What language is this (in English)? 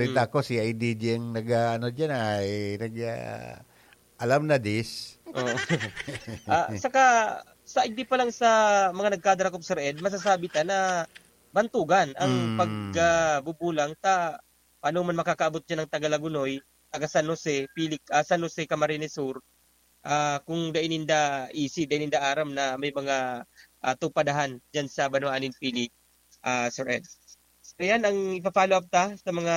Bikol